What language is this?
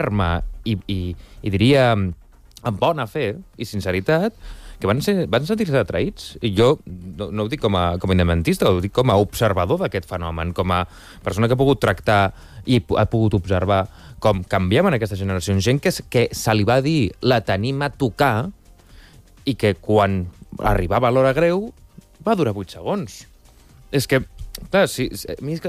Catalan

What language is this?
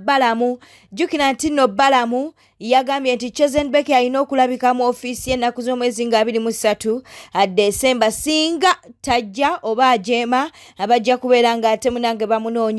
Ganda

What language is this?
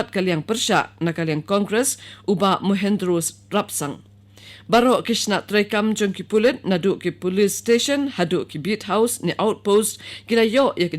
Khasi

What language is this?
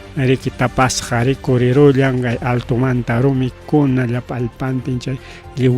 Ayacucho Quechua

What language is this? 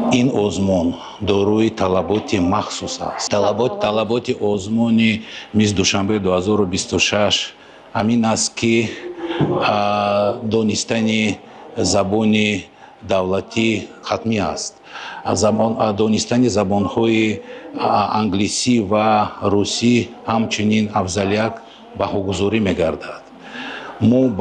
Tajik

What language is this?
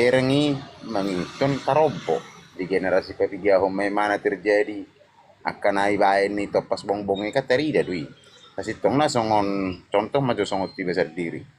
Batak Toba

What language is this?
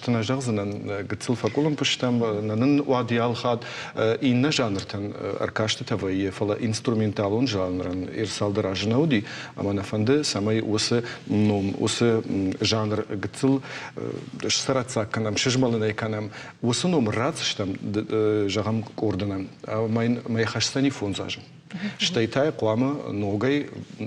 Ossetic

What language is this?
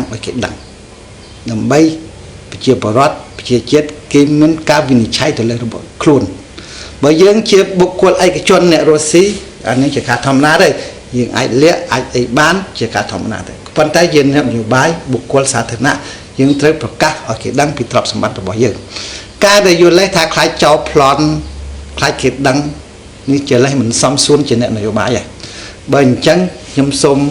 Khmer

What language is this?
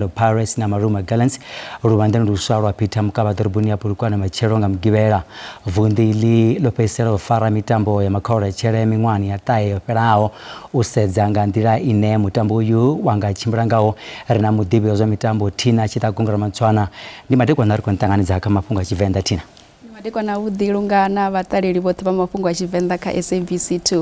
Venda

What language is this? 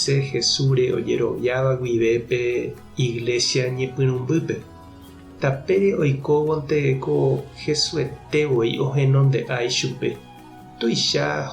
Guarani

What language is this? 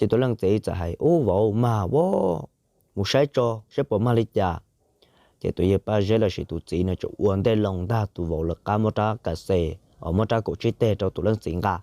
Hmong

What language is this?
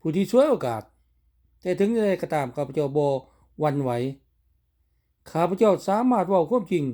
Lao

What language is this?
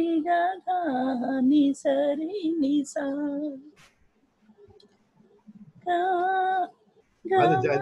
Telugu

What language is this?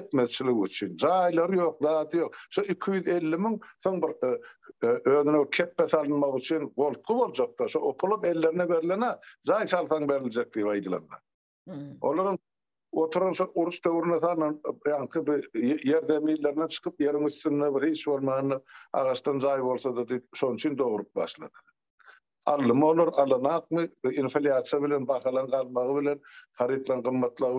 Turkmen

